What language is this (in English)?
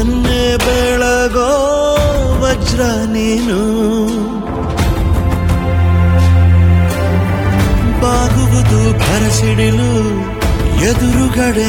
Kannada